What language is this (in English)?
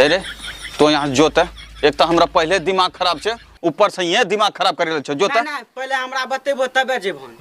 Angika